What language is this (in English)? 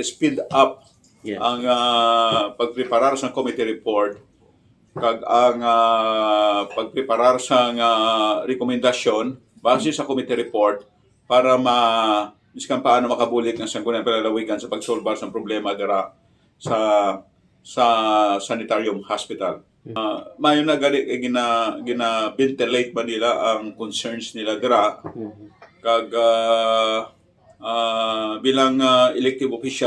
Hiligaynon